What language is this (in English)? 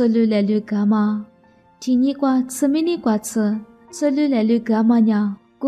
Lisu